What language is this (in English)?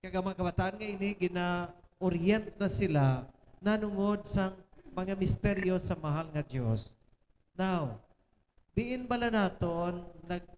Hiligaynon